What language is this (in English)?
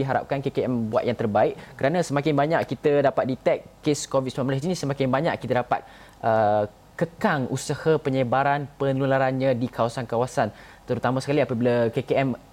Malay